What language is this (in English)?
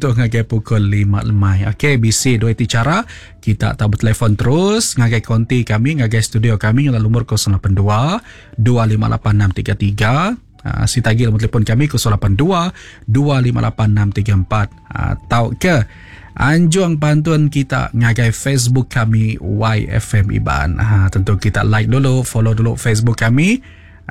Iban